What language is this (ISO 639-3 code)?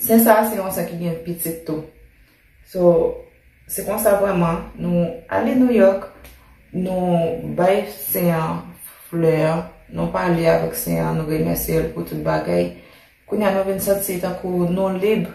hat